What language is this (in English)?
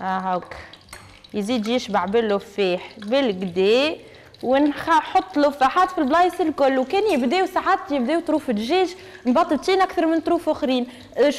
Tunisian Arabic